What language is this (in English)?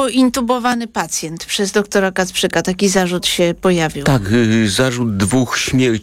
Polish